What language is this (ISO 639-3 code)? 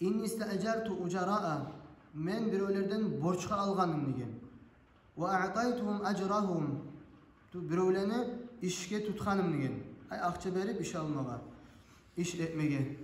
kum